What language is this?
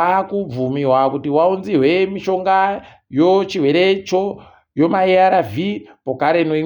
Ndau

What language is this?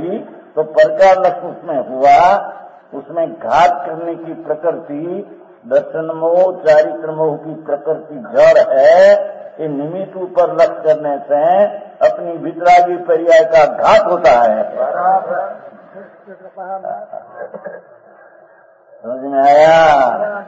Hindi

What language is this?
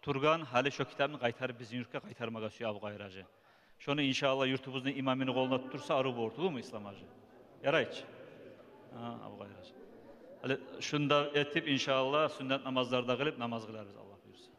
Kumyk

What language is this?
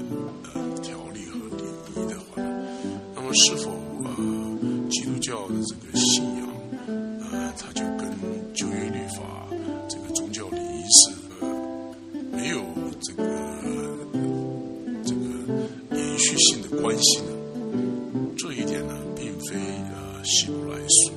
Chinese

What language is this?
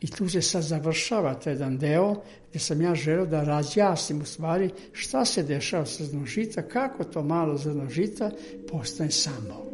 Serbian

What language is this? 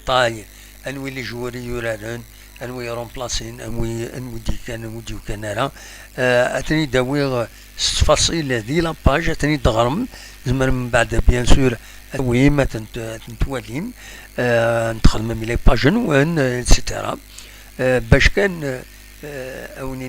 Kabyle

